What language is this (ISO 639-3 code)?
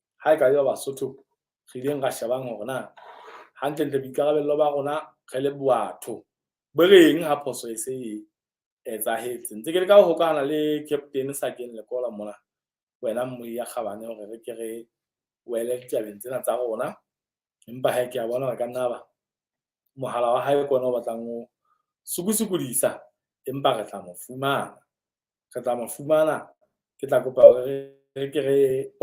sot